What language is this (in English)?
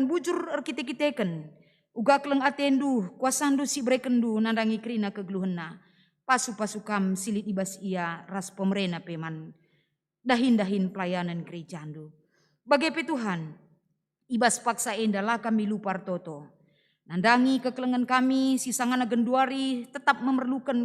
Batak Karo